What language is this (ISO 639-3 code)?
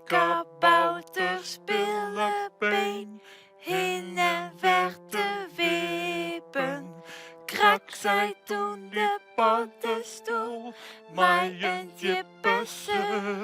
fry